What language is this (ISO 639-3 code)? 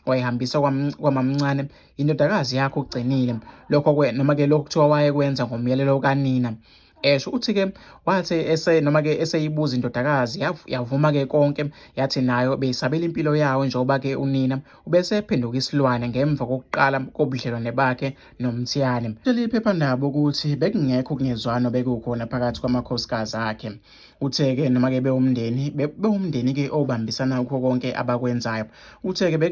zul